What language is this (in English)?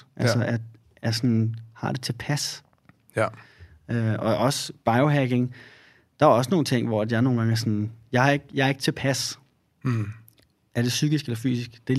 Danish